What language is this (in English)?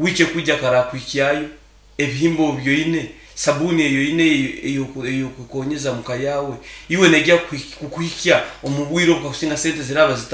Nyoro